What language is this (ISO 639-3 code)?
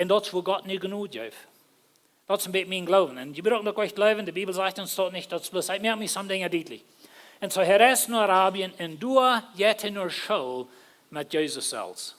pdt